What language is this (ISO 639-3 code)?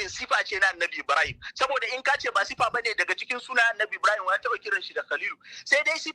hau